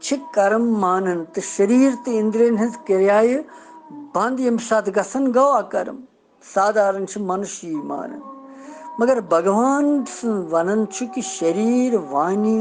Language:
Kashmiri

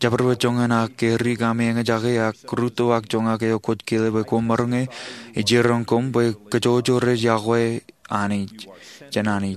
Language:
Marshallese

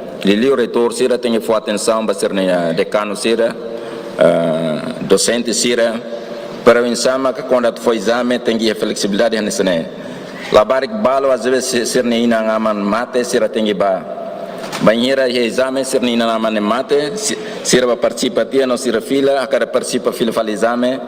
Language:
Tetum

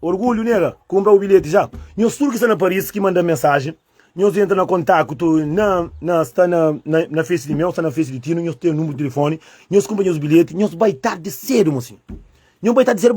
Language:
Kabuverdianu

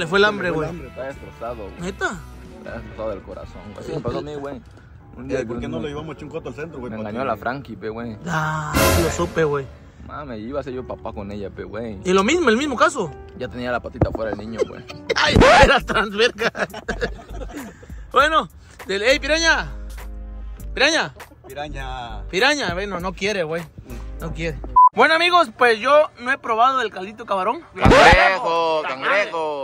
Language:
Spanish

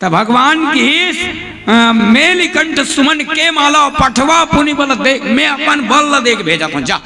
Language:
Chhattisgarhi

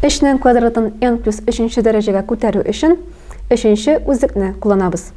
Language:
Tatar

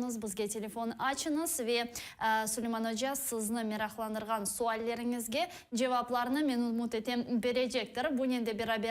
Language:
Crimean Tatar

